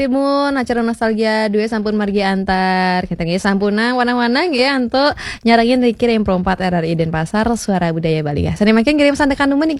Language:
Balinese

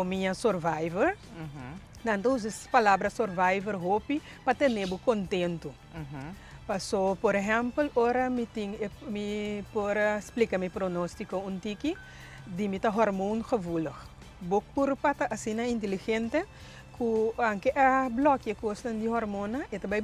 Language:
Papiamento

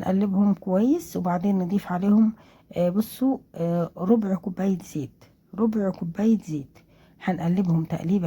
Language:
Egyptian Arabic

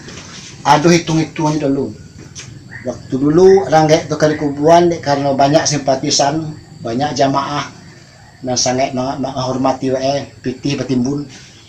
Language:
Minangkabau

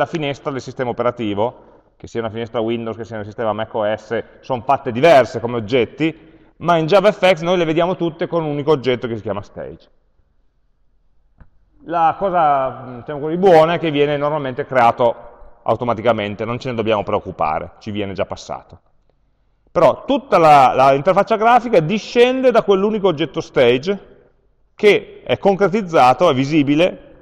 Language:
Italian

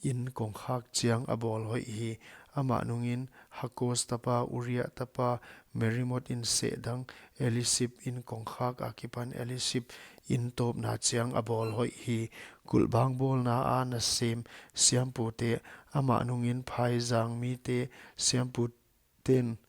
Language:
Paite Chin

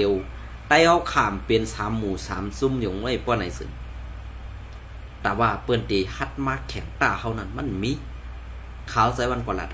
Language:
Shan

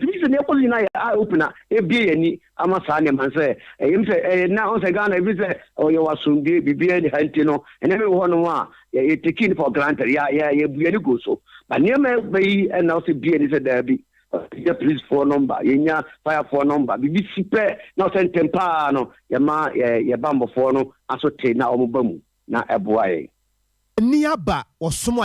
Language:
Akan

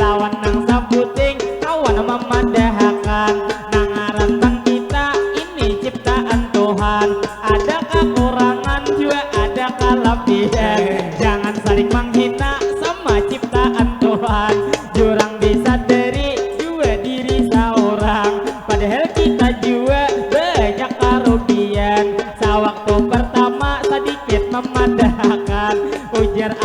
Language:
Banjar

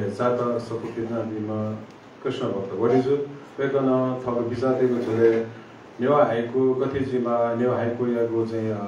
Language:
Newari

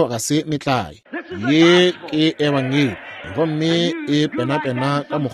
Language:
Northern Sotho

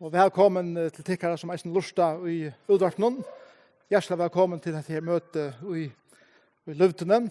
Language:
Faroese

